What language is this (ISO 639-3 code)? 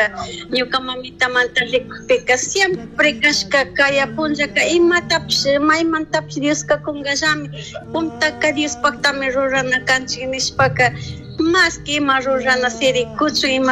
qug